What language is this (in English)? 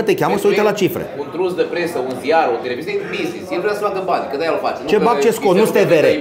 Romanian